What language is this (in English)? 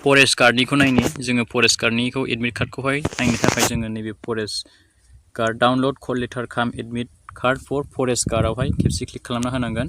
Bodo